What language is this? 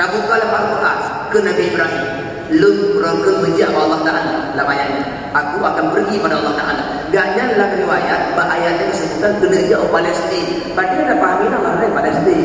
Achinese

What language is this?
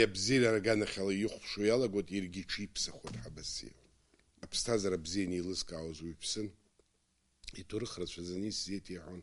Abkhazian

